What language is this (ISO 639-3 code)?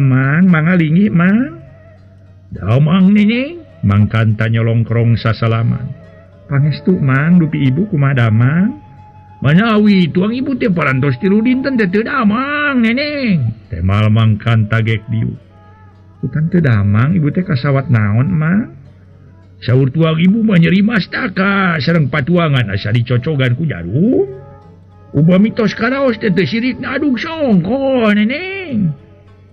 sun